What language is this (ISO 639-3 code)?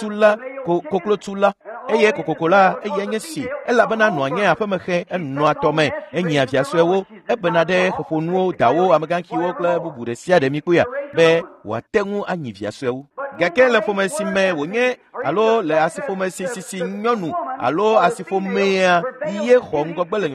ewe